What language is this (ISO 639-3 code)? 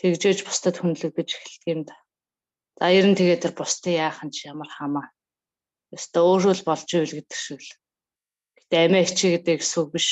mon